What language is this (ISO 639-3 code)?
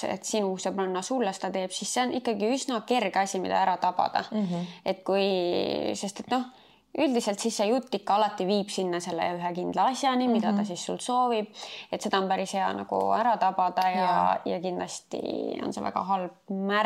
est